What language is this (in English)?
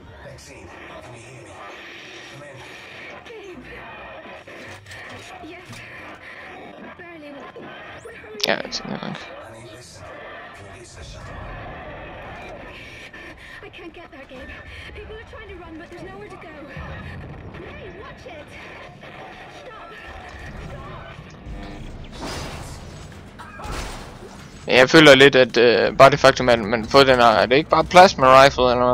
Danish